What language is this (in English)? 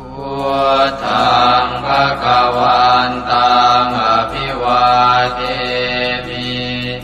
Pali